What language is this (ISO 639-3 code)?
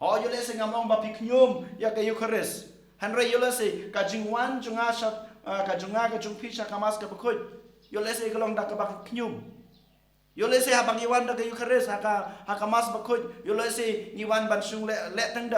kha